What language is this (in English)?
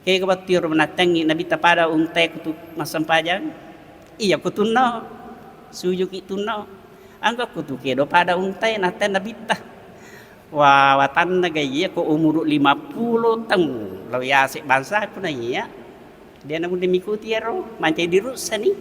Buginese